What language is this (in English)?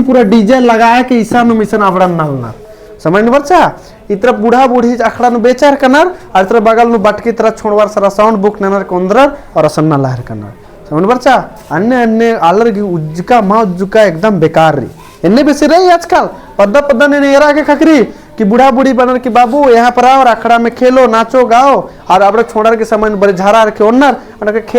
Kurukh